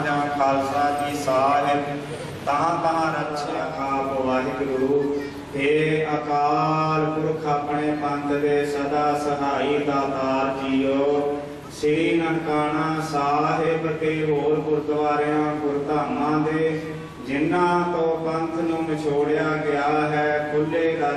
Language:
Punjabi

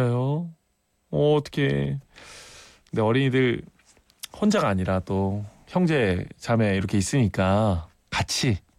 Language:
Korean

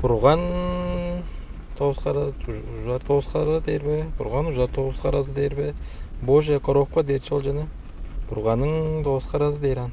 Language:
Tuvinian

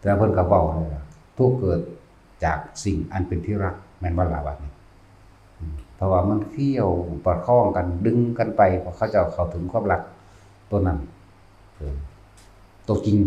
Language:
Northeastern Thai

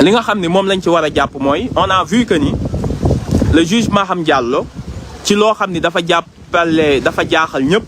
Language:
Wolof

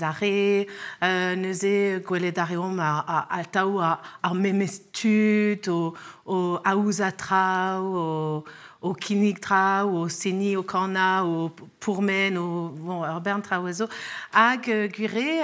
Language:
Breton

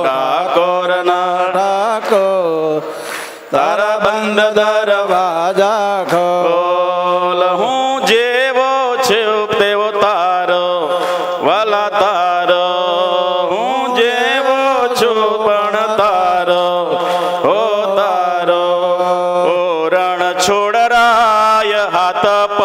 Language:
Gujarati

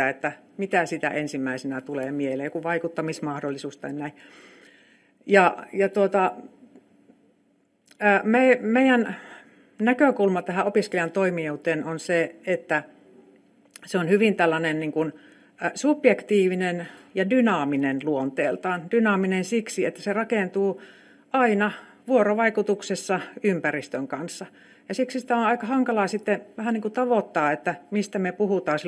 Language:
Finnish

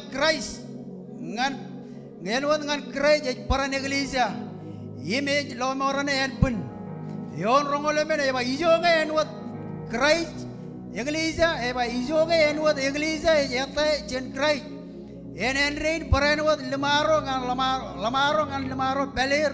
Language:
Marshallese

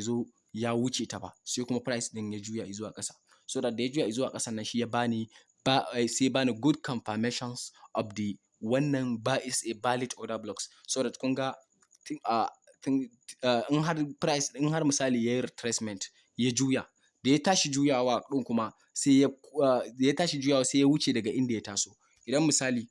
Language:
Hausa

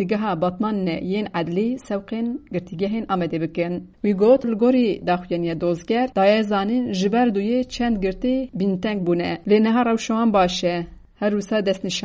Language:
Kurdish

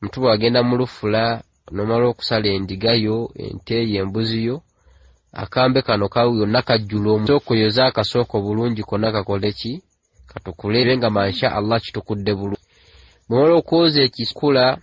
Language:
Ganda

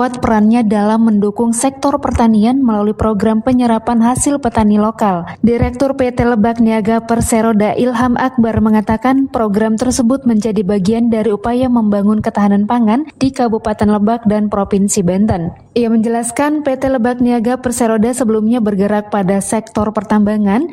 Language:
Indonesian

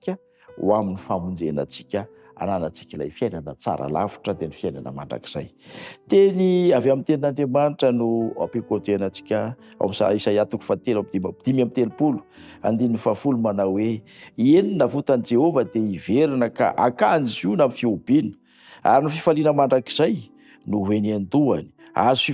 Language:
Malagasy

